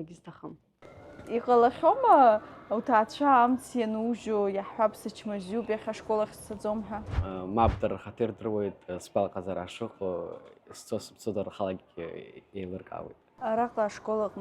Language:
Abkhazian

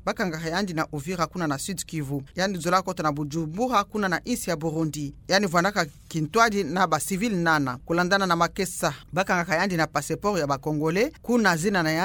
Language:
Kituba (Democratic Republic of Congo)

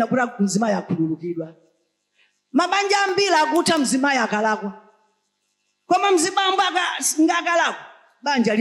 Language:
Nyanja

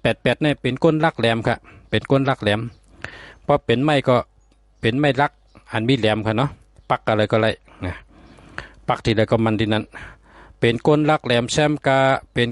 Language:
Shan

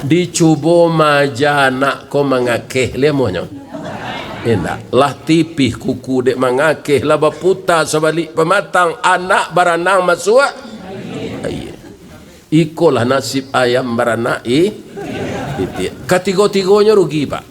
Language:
Minangkabau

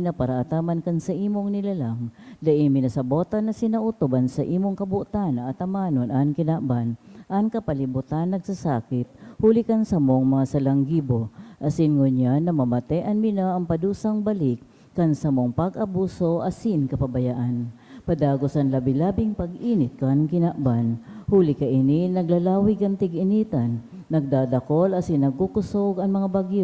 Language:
Bikol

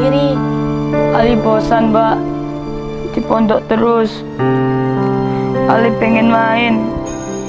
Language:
Indonesian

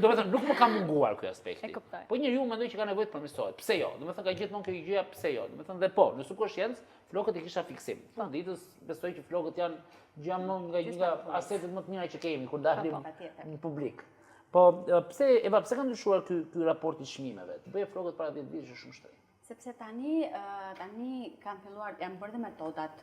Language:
Albanian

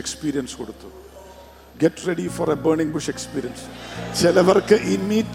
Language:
Malayalam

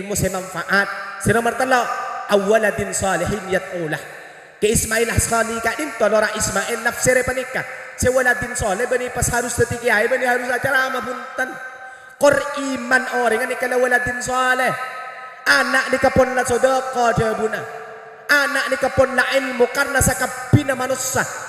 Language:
Madurese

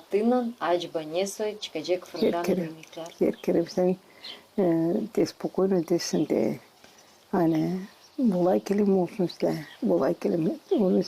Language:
Gagauz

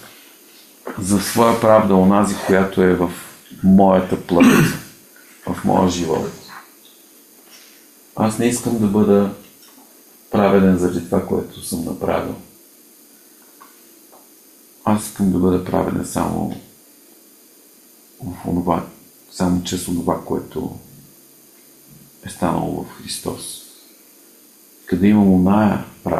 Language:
Bulgarian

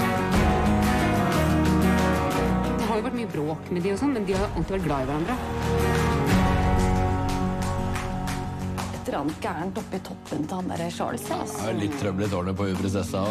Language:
Norwegian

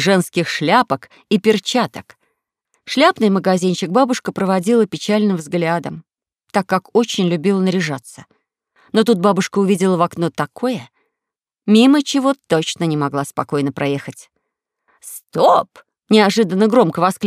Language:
Russian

